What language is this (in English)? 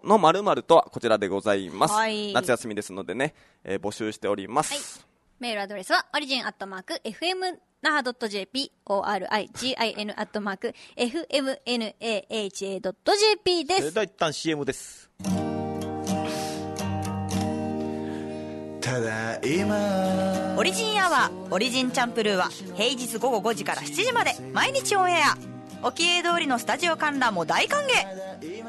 Japanese